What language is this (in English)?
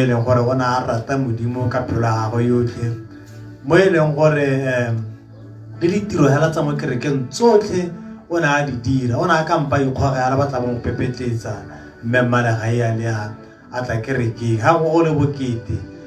Tswana